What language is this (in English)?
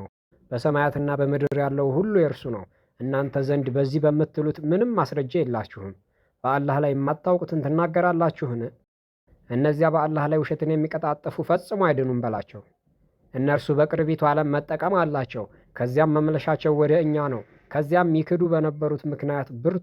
Amharic